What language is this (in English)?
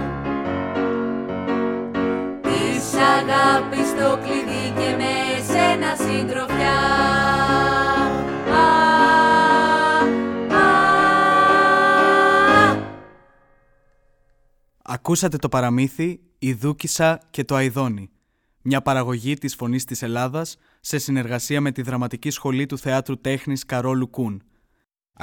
Greek